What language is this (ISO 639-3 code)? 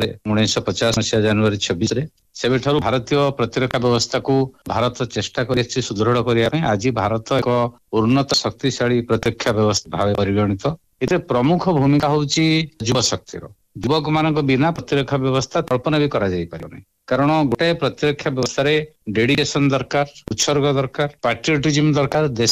ori